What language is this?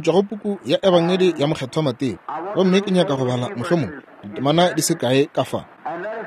Northern Sotho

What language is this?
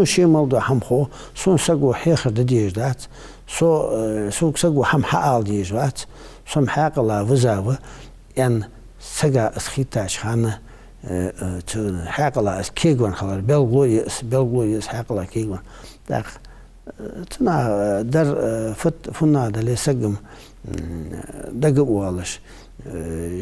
Ingush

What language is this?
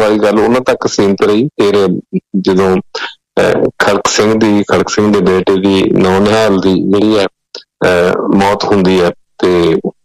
Punjabi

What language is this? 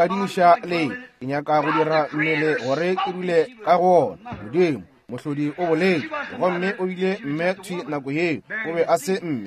Northern Sotho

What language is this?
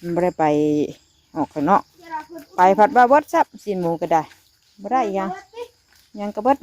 Northeastern Thai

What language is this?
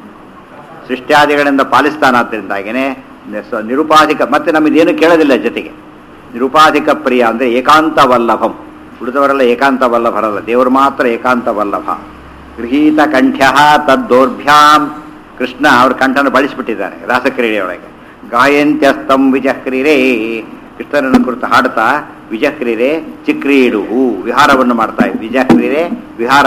Kannada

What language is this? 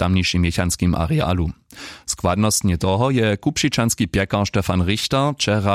Upper Sorbian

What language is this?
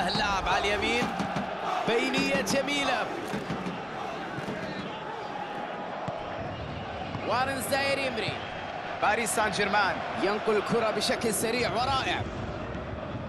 Arabic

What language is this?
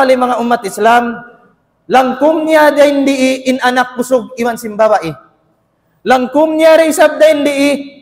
Tausug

